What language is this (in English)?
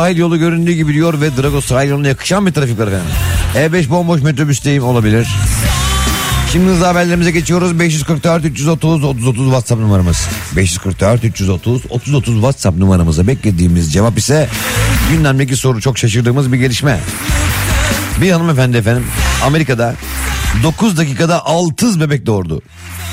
Turkish